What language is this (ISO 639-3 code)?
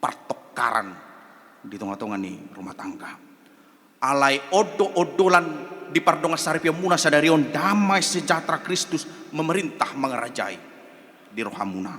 bbc